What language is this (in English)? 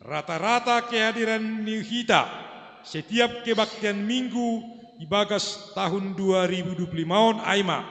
Batak Simalungun